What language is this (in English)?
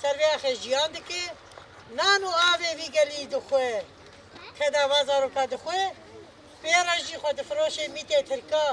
Kurdish